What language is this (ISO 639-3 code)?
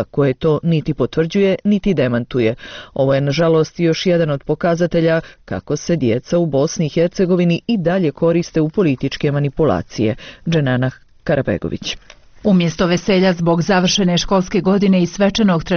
bos